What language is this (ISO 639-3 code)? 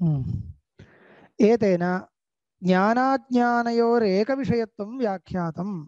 san